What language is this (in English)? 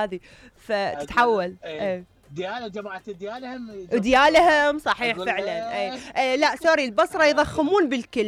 Mesopotamian Arabic